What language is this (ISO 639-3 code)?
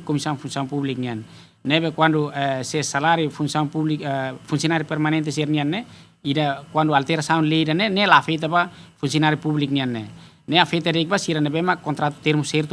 tet